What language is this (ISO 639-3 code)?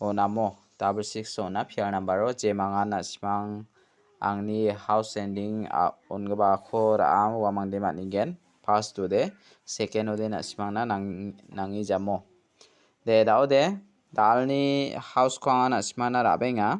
grt